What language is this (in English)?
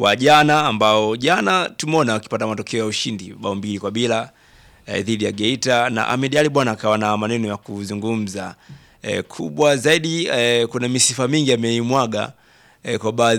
Swahili